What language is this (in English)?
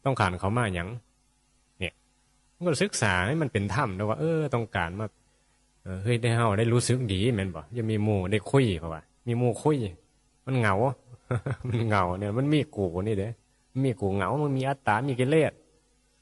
Northeastern Thai